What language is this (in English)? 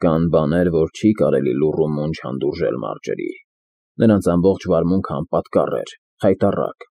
Armenian